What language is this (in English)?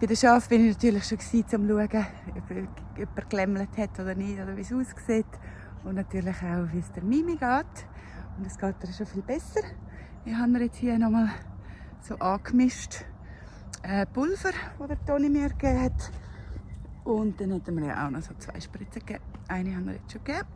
Swiss German